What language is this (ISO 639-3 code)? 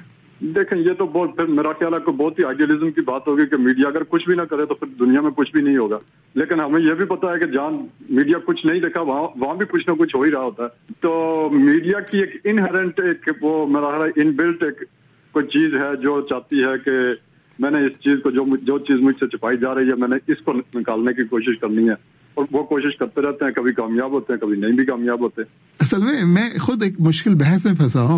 urd